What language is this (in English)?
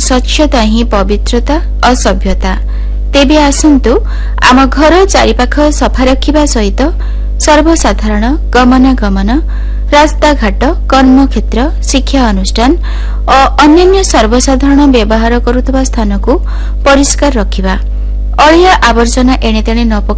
Odia